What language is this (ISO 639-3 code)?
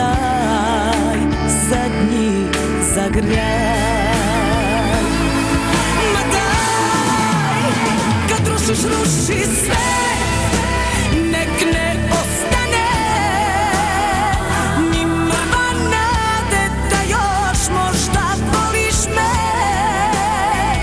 bos